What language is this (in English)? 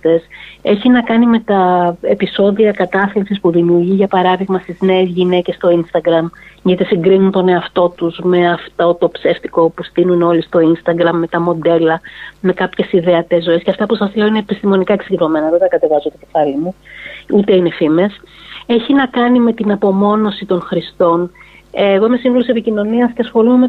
Greek